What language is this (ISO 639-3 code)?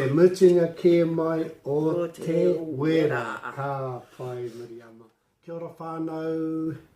mri